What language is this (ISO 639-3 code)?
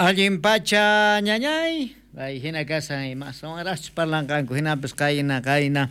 quh